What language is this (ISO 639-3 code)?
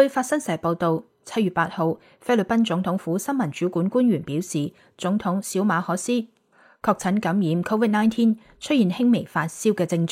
yue